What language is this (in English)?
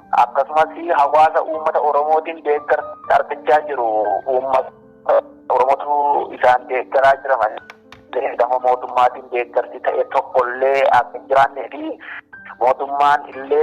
Oromo